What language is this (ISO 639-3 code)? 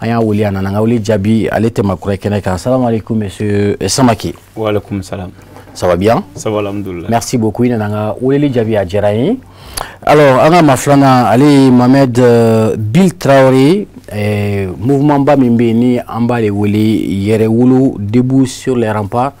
bam